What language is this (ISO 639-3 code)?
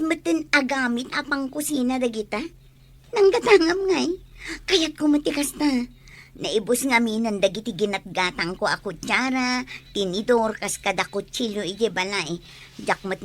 ilo